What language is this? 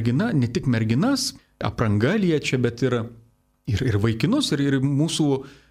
Lithuanian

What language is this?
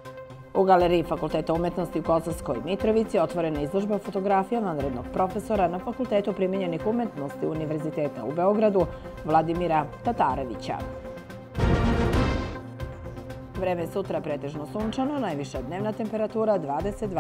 Serbian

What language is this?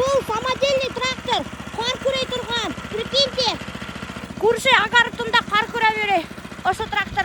Bashkir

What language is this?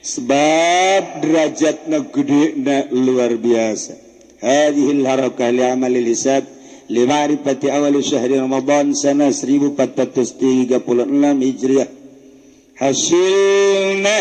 Sundanese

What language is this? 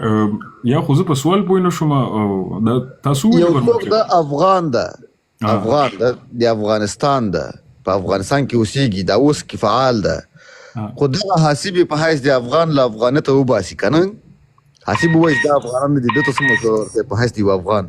Pashto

